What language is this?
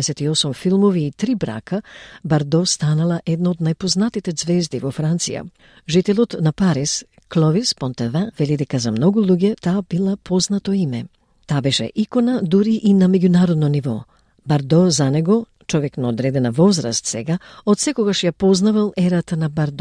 Macedonian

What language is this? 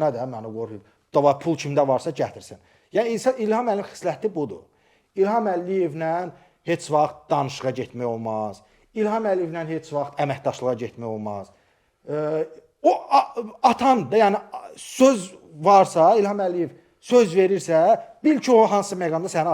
Azerbaijani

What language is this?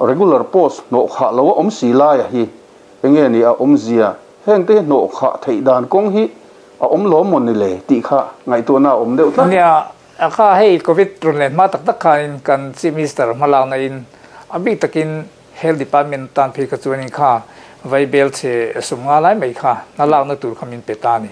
Mizo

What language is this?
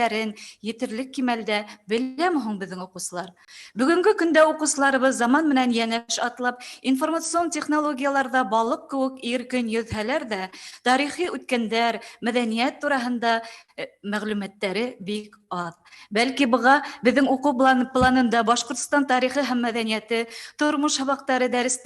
Bashkir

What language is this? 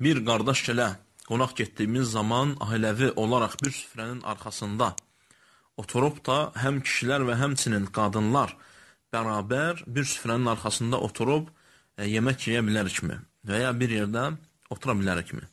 Azerbaijani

